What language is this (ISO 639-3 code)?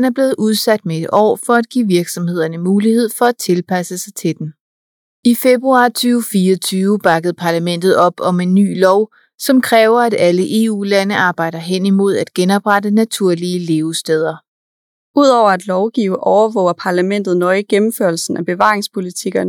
dan